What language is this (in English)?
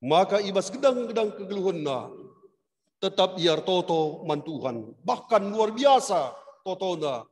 Batak Karo